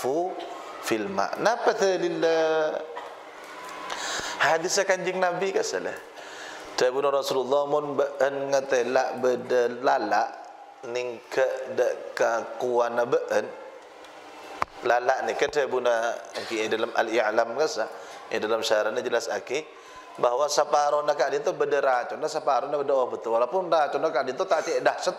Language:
Madurese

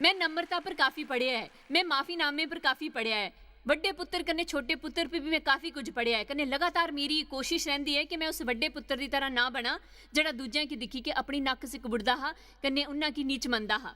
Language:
Dogri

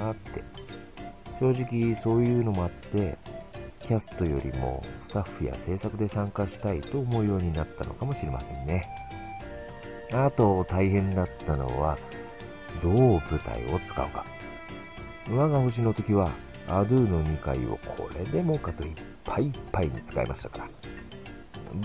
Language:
Japanese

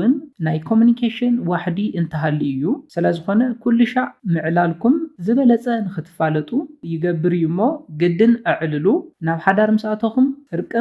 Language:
Tigrinya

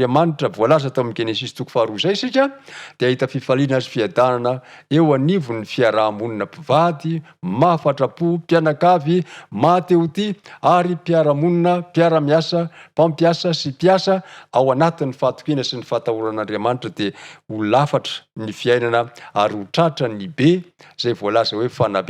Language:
Malagasy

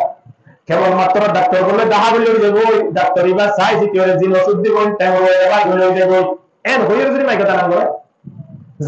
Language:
Rohingya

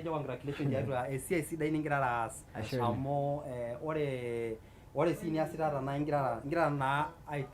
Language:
Masai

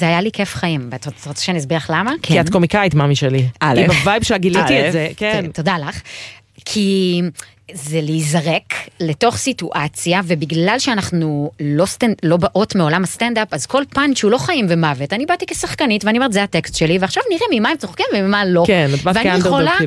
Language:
Hebrew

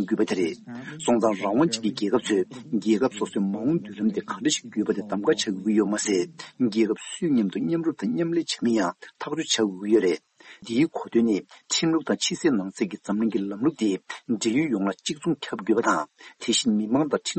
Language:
Tibetan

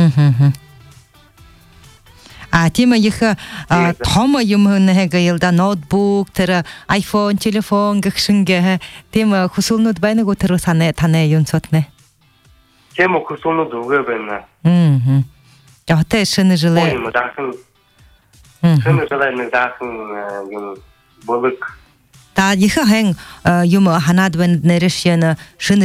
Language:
Buriat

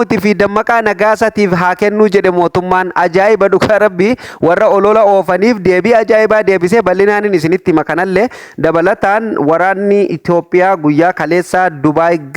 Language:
Oromo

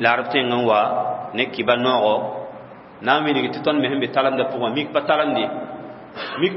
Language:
Mossi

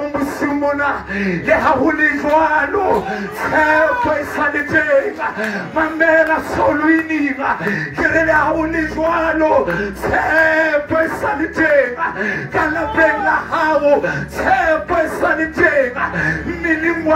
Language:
Southern Sotho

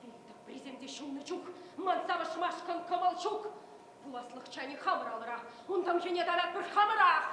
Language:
Chuvash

